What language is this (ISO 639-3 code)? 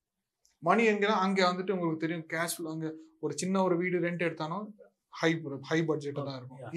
tam